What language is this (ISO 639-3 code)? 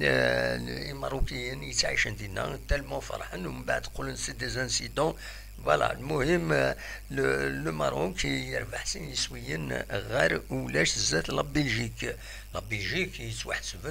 kab